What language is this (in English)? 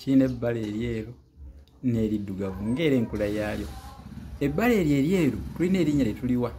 Ganda